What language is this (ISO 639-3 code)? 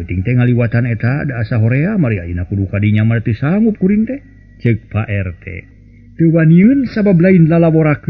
sun